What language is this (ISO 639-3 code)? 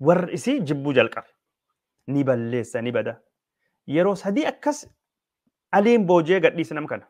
orm